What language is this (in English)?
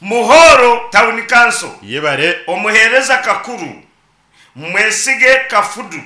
Nyankole